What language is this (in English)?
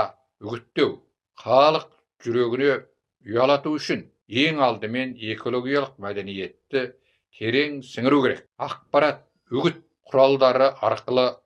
Kazakh